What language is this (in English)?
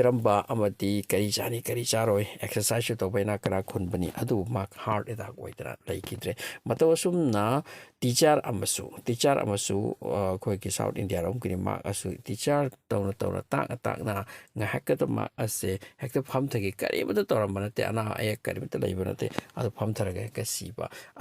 Manipuri